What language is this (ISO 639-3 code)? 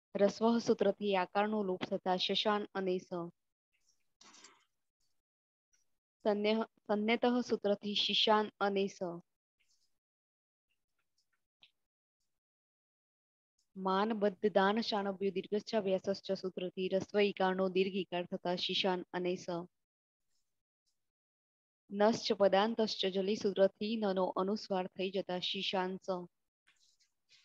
guj